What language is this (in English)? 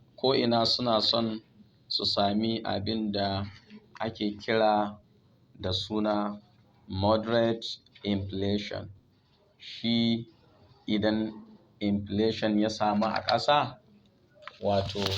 Hausa